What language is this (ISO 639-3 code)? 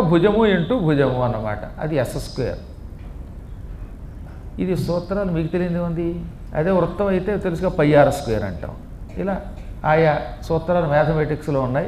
tel